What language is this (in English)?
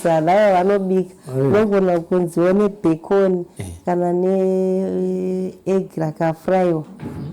Shona